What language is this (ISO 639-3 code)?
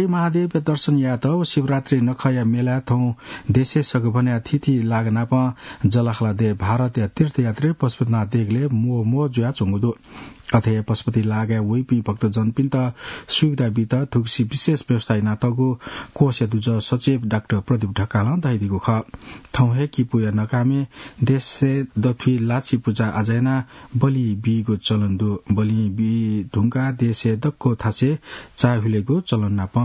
new